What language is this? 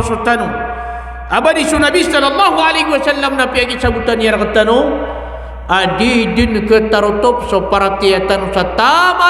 Maranao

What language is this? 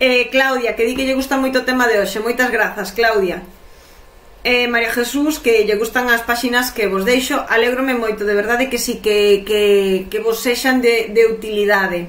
Galician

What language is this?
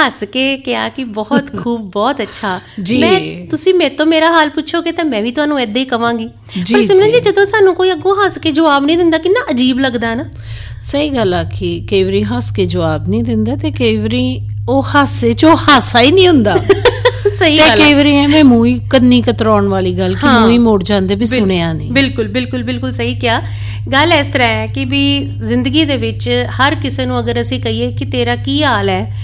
Punjabi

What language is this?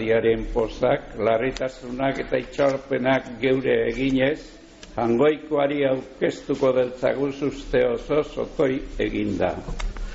Basque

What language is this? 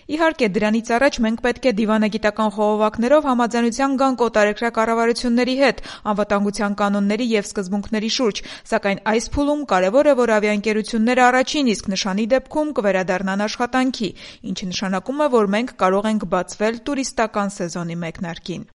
Armenian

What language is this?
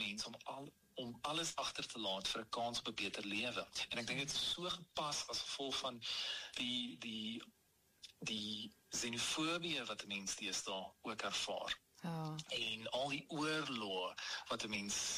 Afrikaans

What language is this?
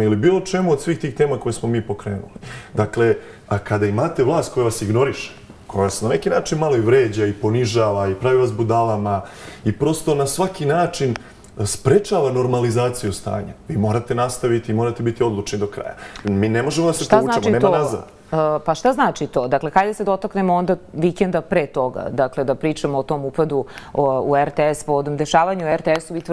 Serbian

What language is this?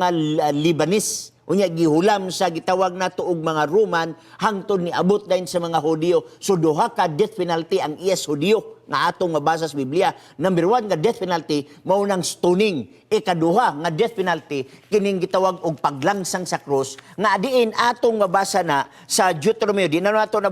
Cebuano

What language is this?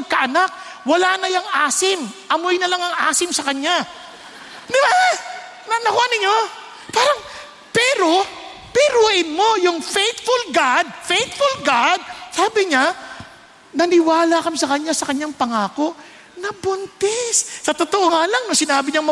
Filipino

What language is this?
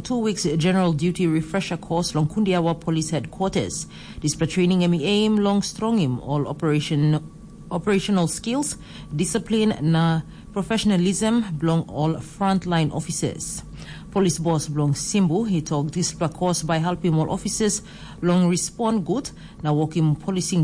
Tok Pisin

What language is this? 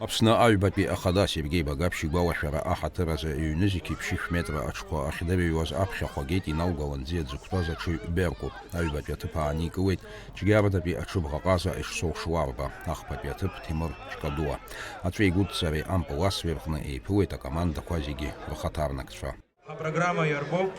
Abkhazian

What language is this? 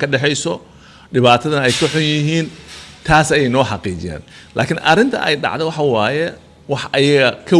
Somali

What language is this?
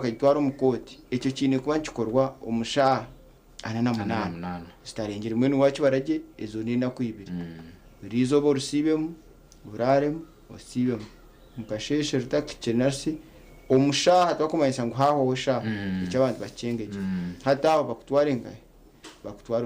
Nyankole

